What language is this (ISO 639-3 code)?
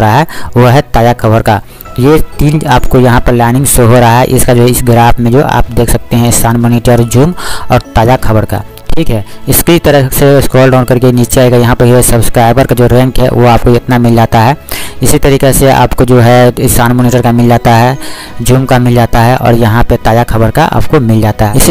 hin